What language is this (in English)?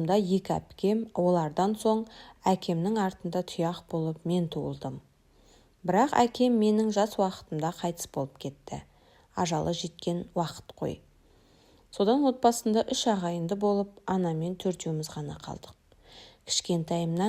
Kazakh